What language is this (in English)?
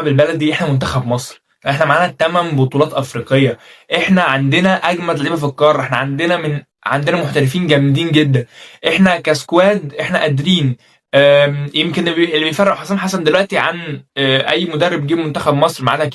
Egyptian Arabic